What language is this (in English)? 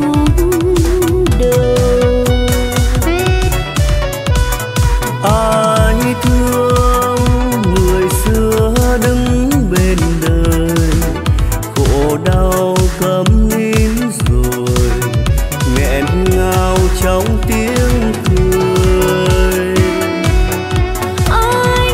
Vietnamese